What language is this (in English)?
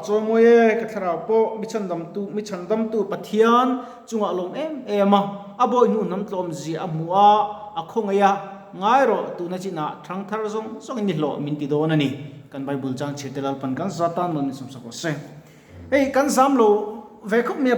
Mizo